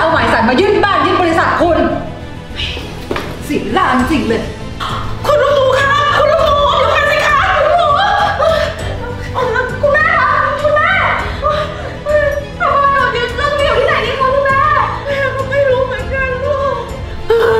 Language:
Thai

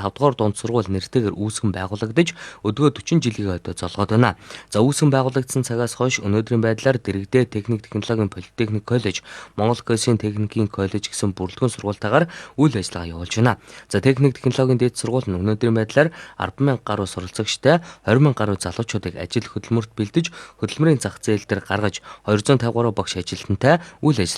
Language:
Mongolian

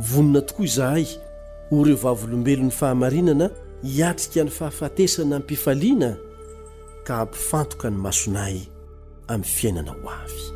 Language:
Malagasy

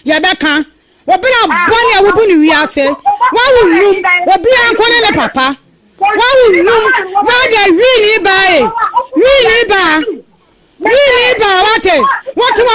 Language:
Akan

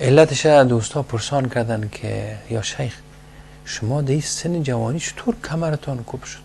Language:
Persian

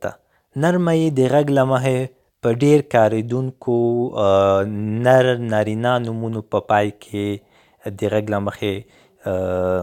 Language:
Pashto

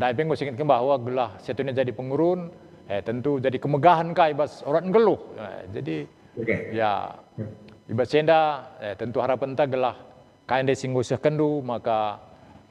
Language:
Batak Karo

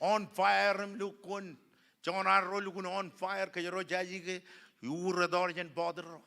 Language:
Marshallese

